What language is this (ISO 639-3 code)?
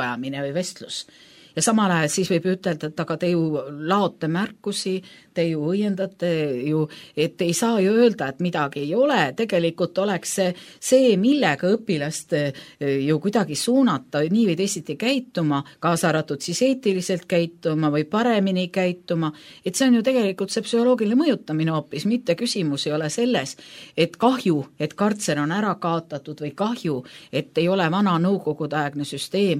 est